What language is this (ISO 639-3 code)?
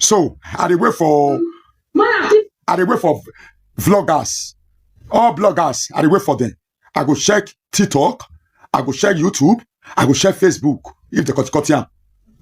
pcm